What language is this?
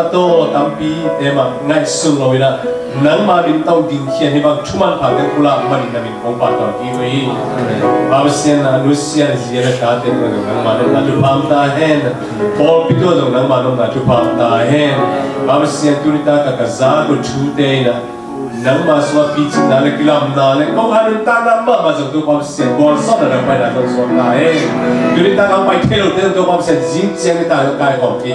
Tedim Chin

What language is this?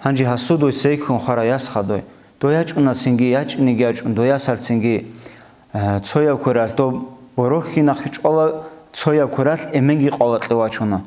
Avaric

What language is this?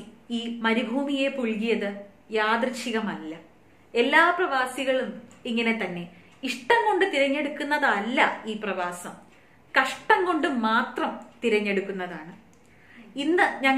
Malayalam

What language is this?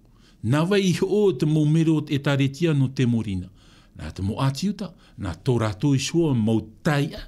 Tahitian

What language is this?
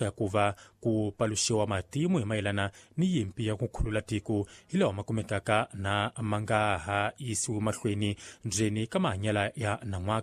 Tsonga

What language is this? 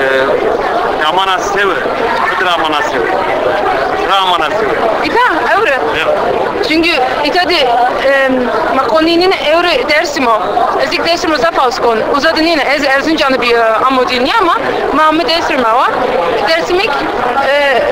Zaza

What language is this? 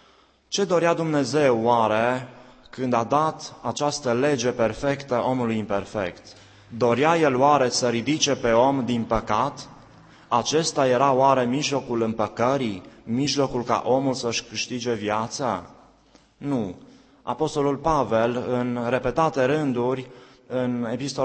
Romanian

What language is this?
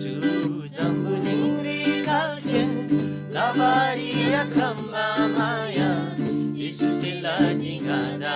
Eastern Tamang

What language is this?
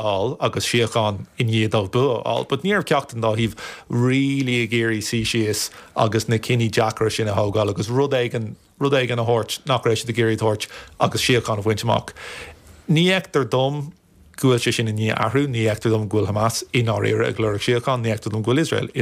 Irish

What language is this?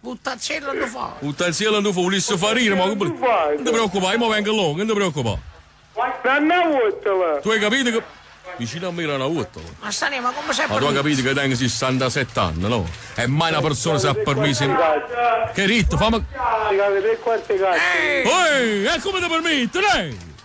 Neapolitan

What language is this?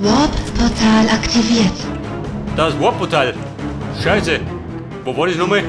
Bavarian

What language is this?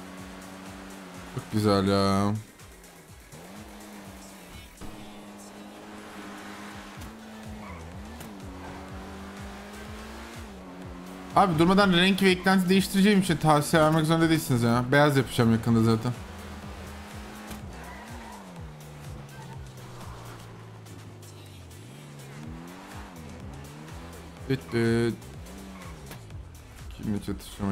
Turkish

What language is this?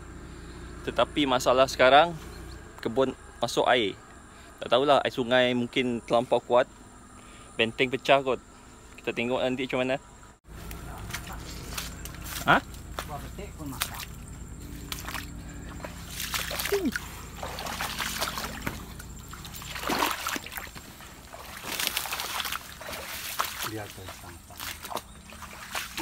Malay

